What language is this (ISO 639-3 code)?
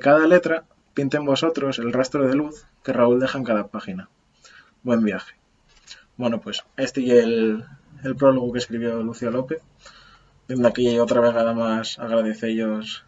ast